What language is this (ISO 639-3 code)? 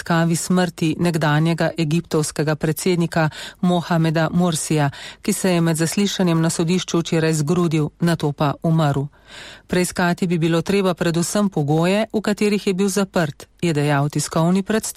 slv